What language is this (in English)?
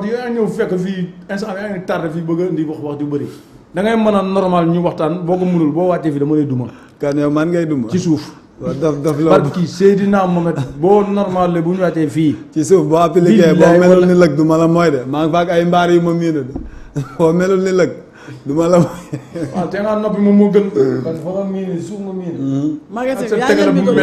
Wolof